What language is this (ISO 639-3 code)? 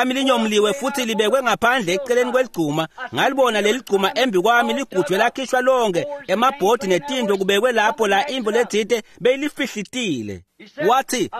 ssw